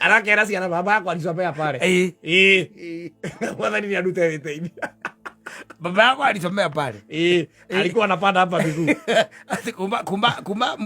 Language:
Kikuyu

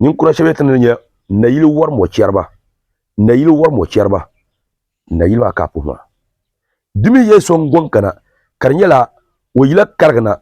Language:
Dagbani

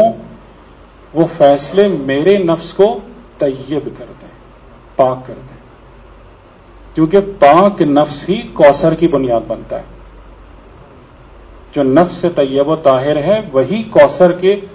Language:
Urdu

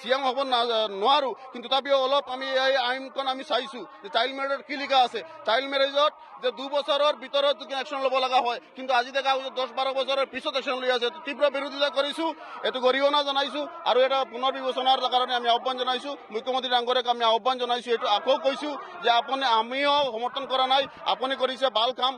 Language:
Assamese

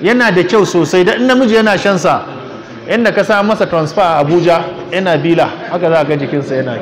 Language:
Hausa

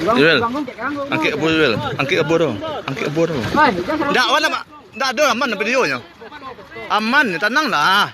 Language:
Minangkabau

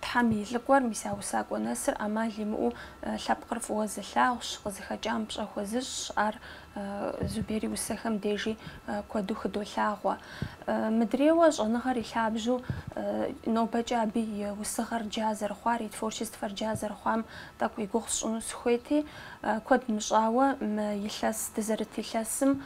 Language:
Kabardian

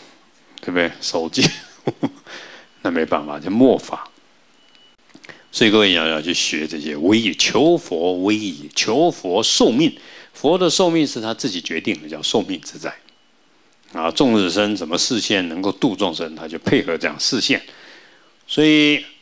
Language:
Chinese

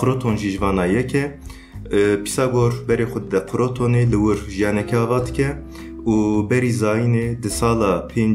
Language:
Kurdish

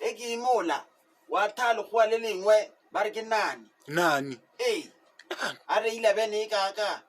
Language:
Northern Sotho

